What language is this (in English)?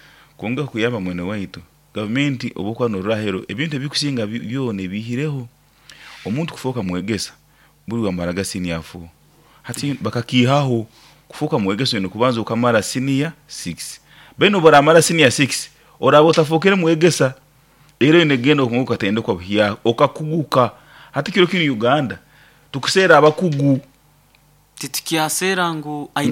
Nyoro